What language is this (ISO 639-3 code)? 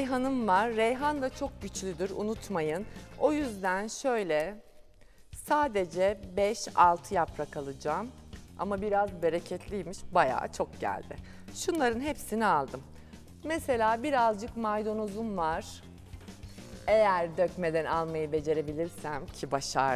tur